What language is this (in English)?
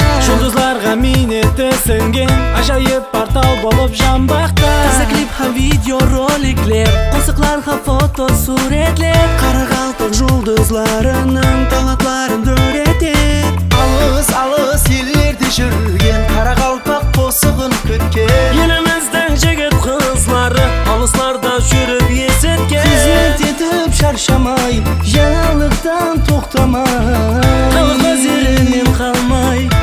Kara-Kalpak